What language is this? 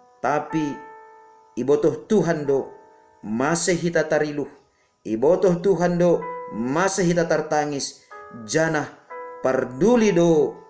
Batak Simalungun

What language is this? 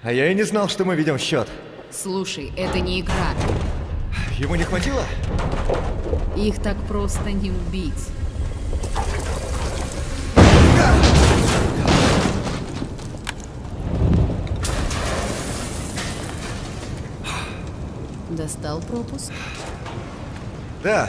Russian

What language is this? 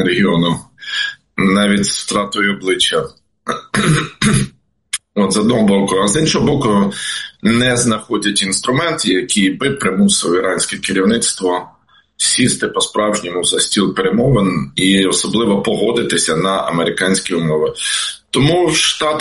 Ukrainian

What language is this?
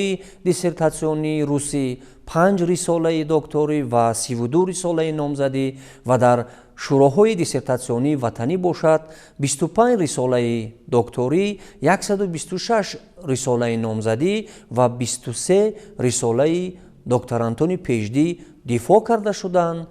Tajik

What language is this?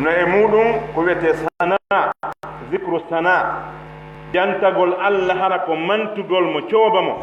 Pular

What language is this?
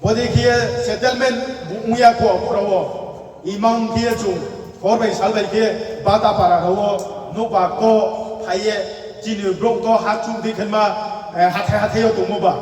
Riang (India)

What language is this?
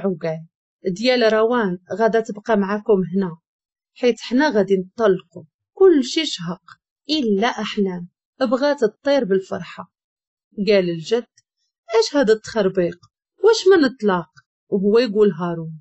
Moroccan Arabic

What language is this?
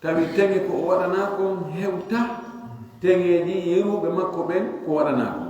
Fula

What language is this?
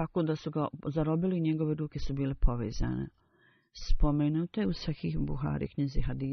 Bosnian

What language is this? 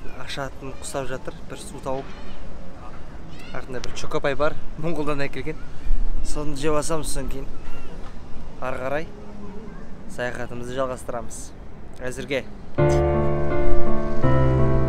Kazakh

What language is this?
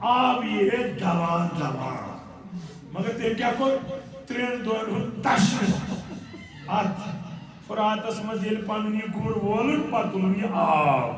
Kashmiri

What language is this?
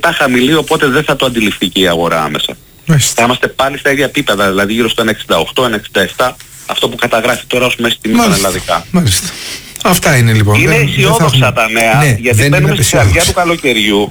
Greek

